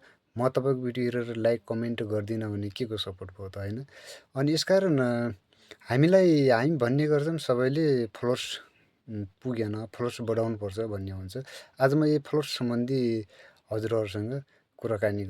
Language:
Nepali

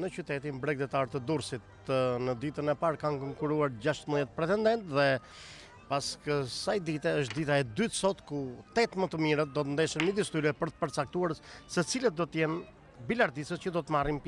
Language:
Albanian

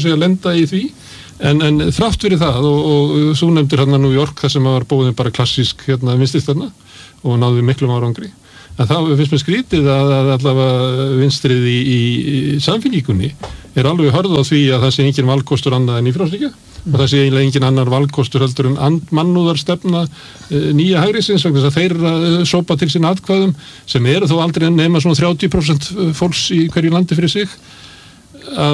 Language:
Icelandic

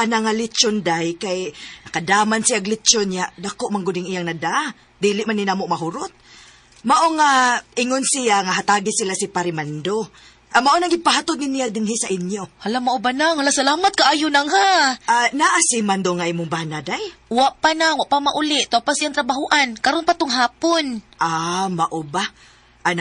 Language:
Cebuano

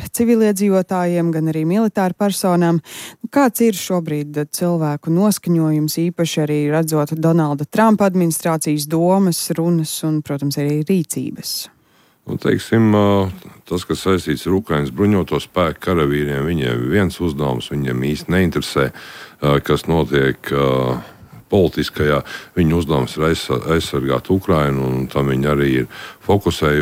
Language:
Latvian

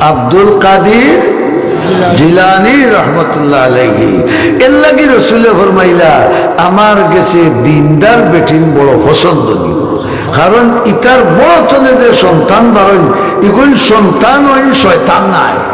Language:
Sylheti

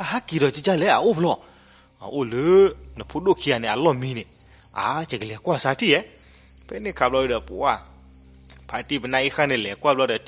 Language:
S'gaw Karen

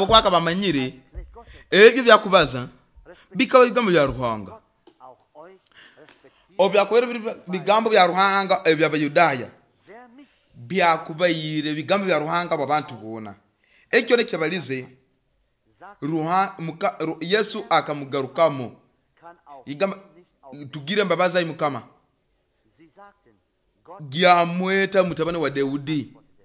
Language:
Nyoro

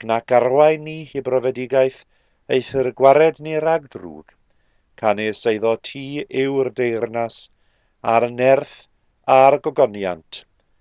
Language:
Welsh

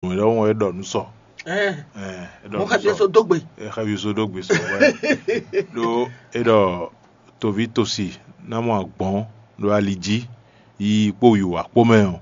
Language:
Fon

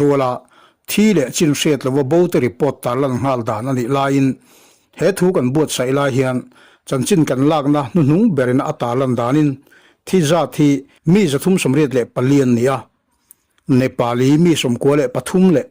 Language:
Mizo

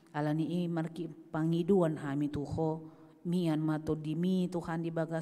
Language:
Batak Toba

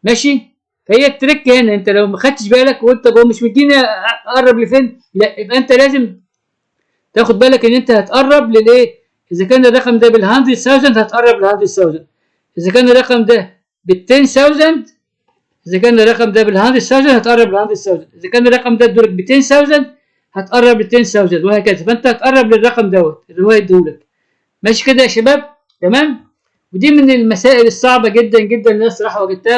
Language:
Egyptian Arabic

